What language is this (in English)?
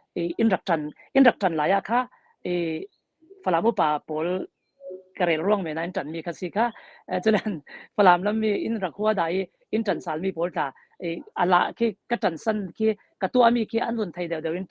Falam Chin